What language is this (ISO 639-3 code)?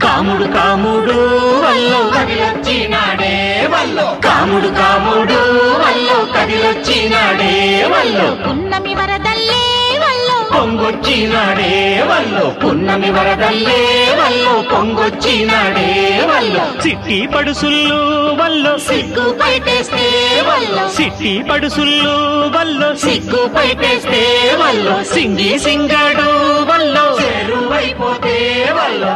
tel